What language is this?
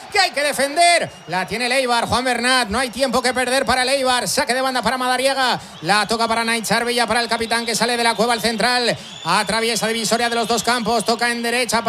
Spanish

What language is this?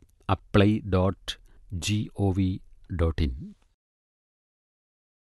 Malayalam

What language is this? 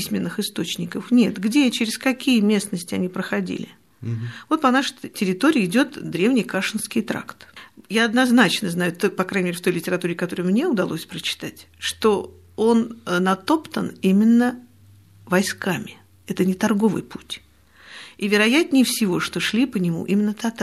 Russian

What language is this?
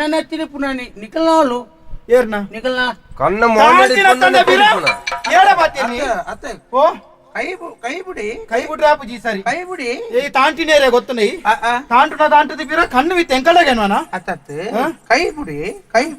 Tulu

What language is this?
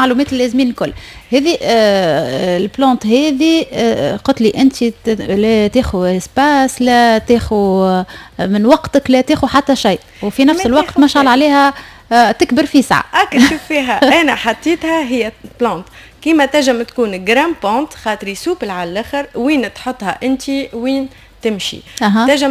Tunisian Arabic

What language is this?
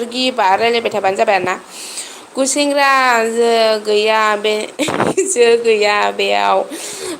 Bodo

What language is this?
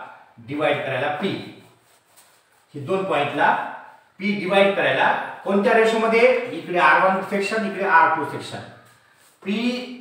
Marathi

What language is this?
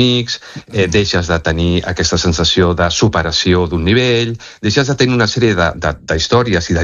Catalan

